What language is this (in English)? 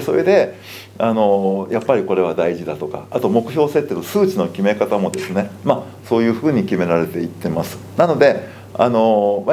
Japanese